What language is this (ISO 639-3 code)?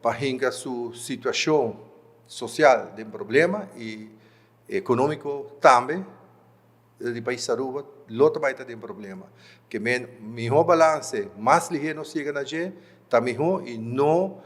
pap